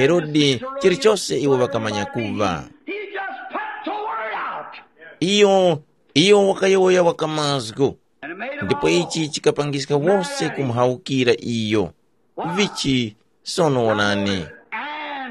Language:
Tumbuka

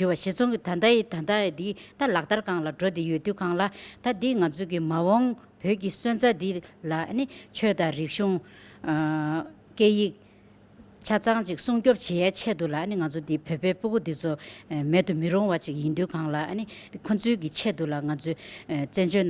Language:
Tibetan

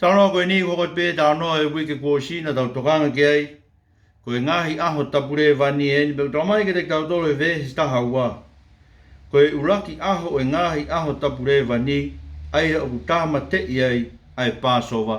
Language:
Tongan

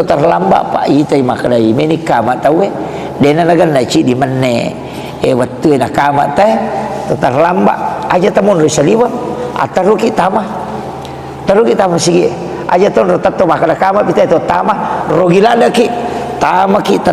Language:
Buginese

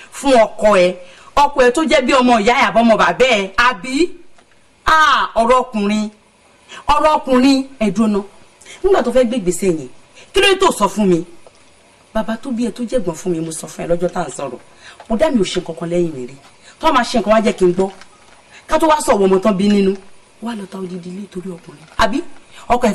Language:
Yoruba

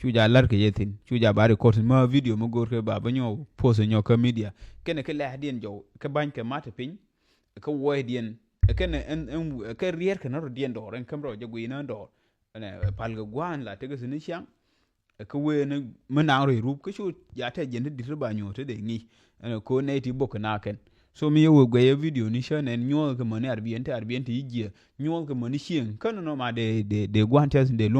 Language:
Nuer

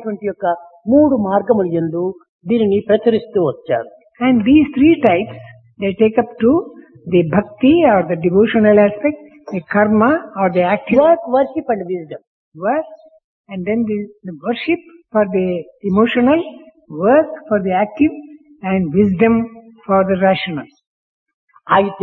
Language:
Telugu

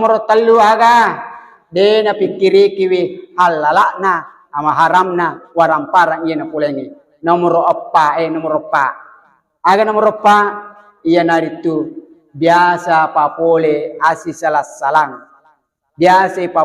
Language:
Buginese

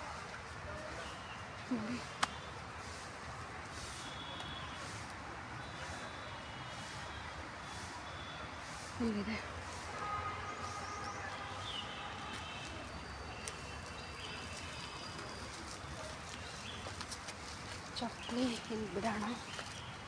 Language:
Kannada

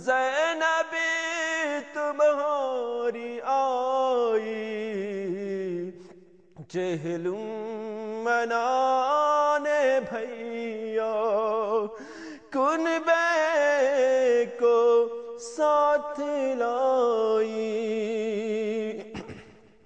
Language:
Urdu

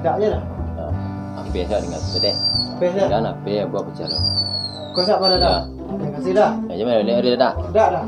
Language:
Minangkabau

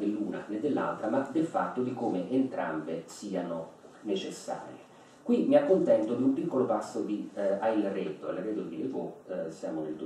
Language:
Italian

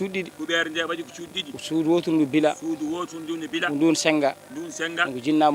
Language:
Fula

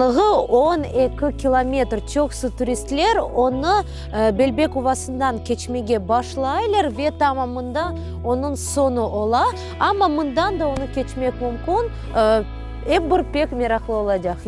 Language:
Crimean Tatar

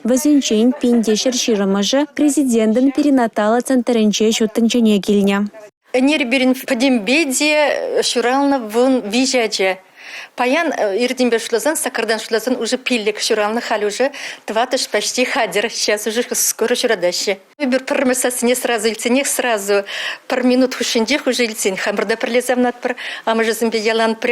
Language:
Chuvash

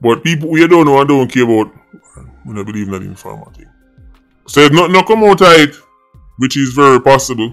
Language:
Jamaican Creole English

